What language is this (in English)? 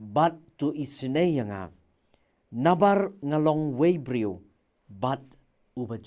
Khasi